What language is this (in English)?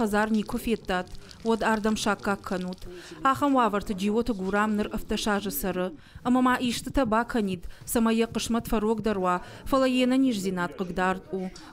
Ossetic